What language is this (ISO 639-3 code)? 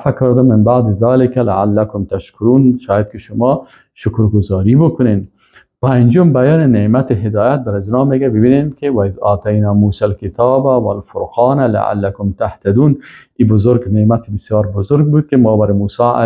fas